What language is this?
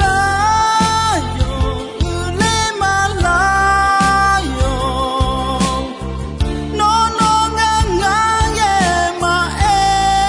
Akha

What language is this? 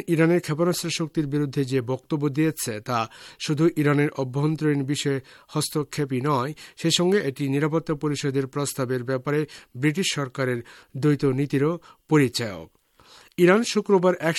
Bangla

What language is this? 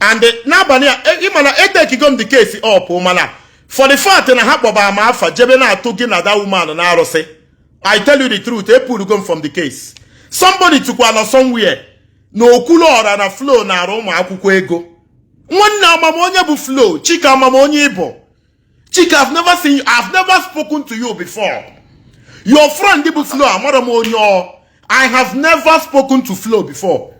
Igbo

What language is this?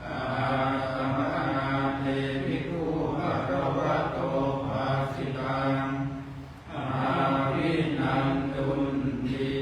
Pali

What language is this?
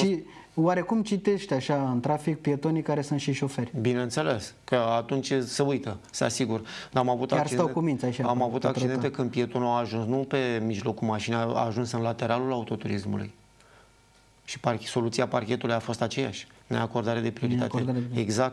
Romanian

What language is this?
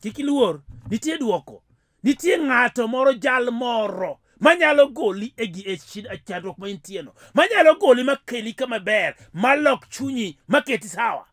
Luo (Kenya and Tanzania)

